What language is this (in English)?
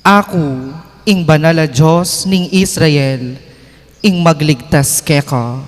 Pampanga